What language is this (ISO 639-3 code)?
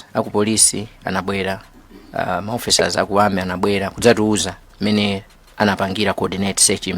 nya